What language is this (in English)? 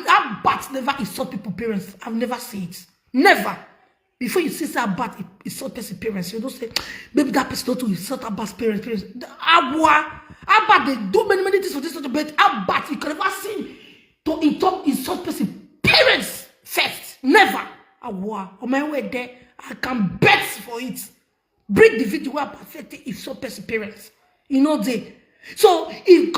Nigerian Pidgin